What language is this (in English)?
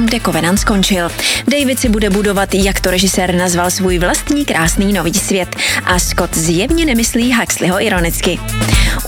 Czech